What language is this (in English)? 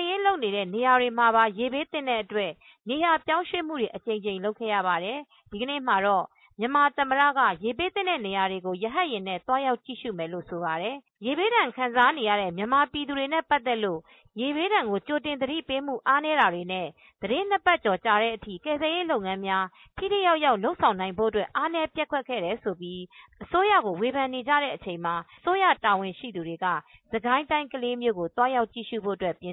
Burmese